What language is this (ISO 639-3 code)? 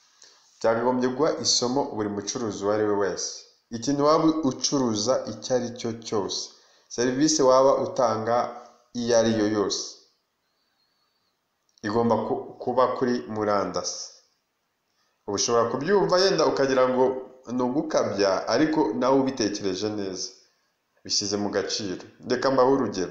kin